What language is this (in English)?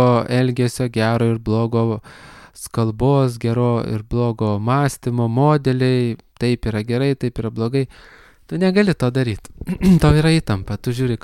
Lithuanian